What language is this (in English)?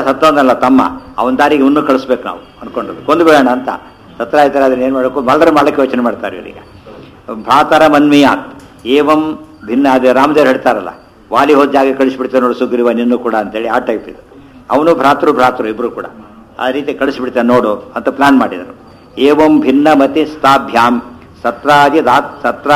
Kannada